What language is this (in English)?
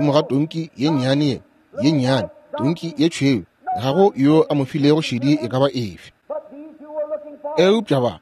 Northern Sotho